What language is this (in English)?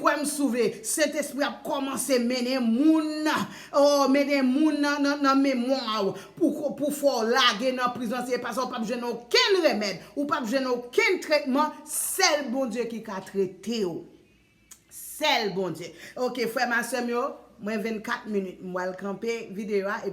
Haitian Creole